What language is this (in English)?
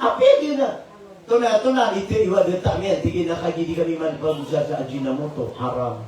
Maranao